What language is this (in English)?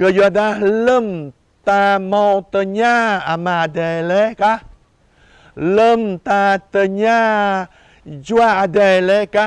Jarai